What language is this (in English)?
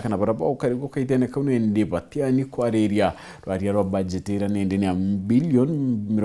Meru